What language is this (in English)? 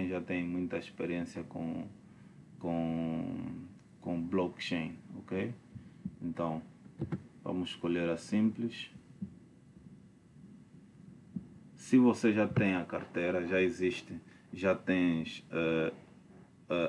Portuguese